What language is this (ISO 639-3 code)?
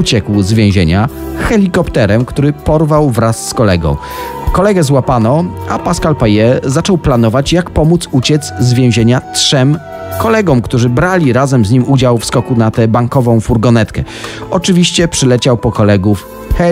pol